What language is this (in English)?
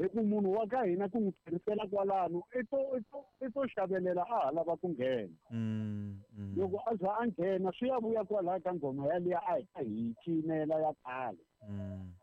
Tsonga